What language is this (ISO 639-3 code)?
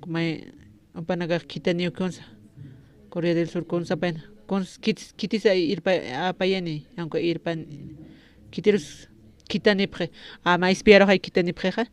aym